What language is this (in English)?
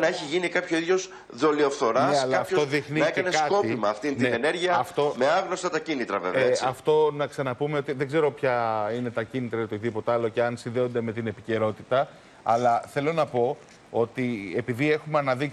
Greek